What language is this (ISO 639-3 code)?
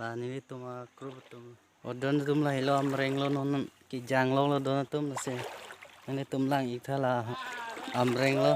mjw